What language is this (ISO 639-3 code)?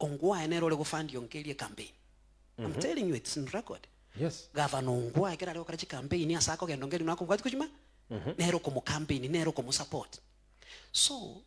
guz